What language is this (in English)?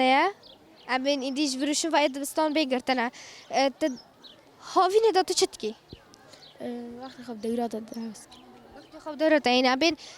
Kurdish